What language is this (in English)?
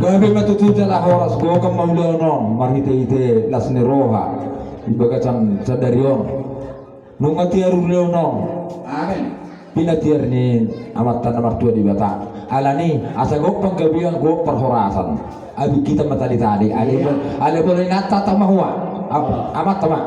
Batak Toba